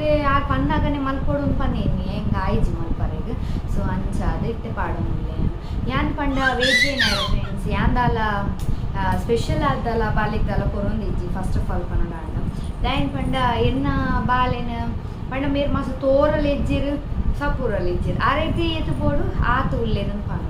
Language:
Tulu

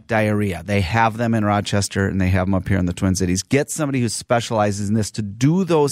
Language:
English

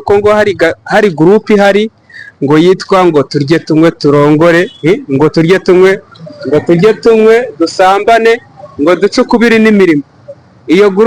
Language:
Kinyarwanda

